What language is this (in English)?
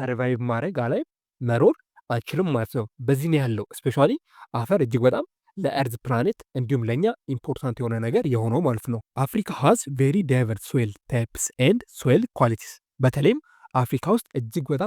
Amharic